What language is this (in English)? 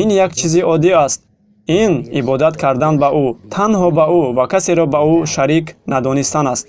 Tajik